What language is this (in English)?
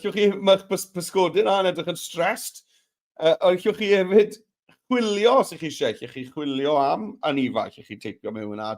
Welsh